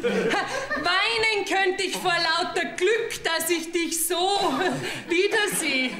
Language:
Bavarian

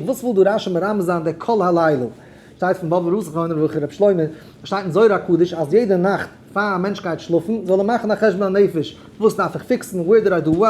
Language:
Yiddish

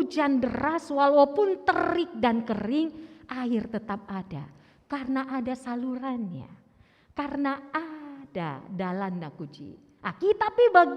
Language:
Batak Karo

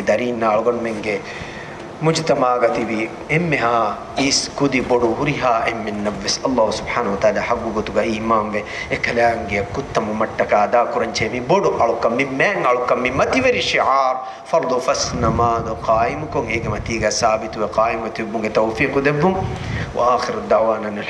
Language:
Divehi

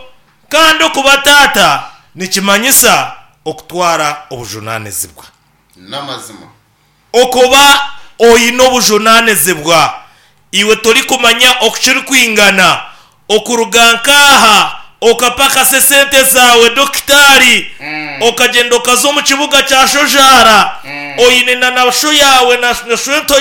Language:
Nyankole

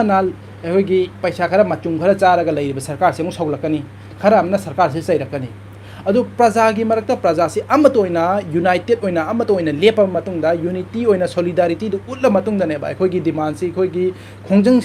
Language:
Manipuri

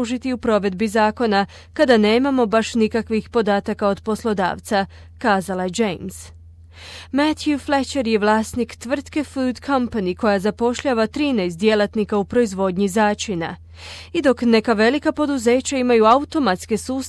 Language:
Croatian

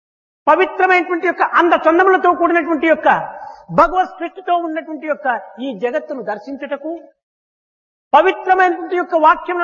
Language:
Telugu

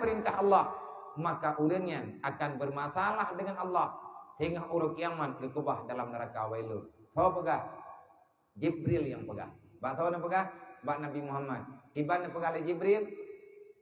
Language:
Achinese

